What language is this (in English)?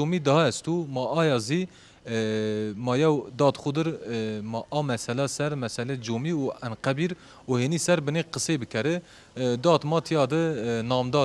Zaza